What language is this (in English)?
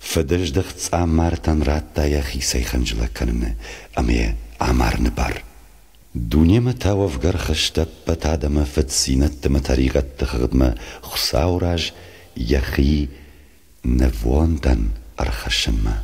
Ossetic